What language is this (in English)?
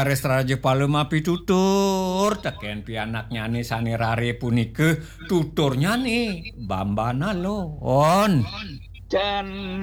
Balinese